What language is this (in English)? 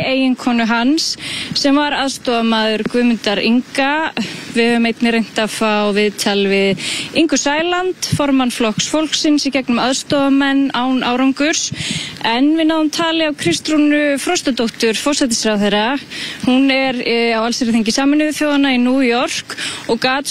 Icelandic